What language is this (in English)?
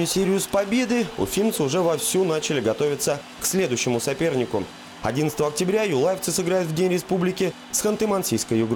Russian